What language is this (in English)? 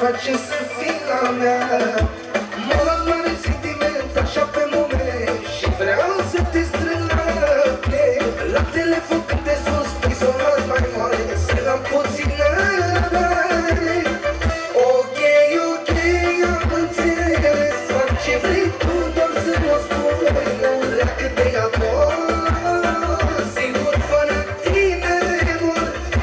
Romanian